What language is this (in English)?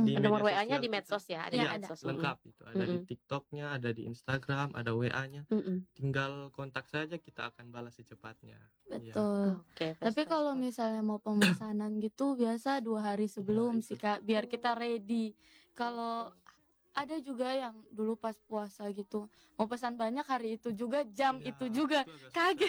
Indonesian